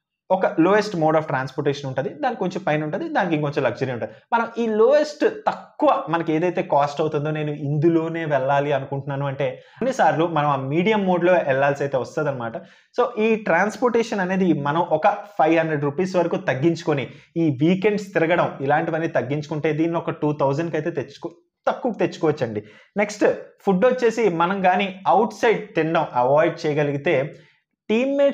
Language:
Telugu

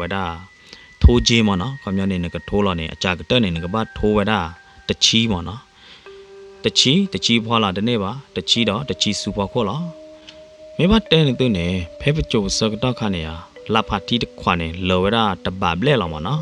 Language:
S'gaw Karen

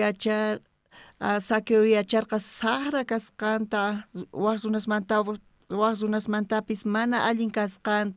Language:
South Bolivian Quechua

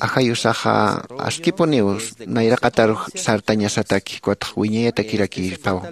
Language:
Aymara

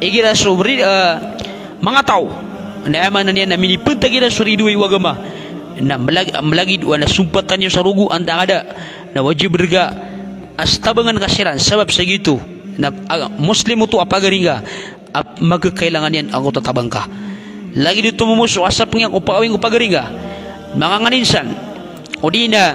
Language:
Maranao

